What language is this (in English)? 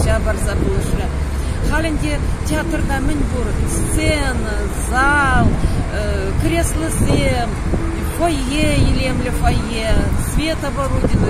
Chuvash